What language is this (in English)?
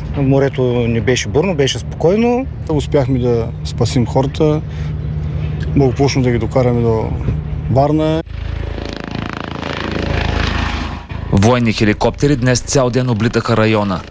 Bulgarian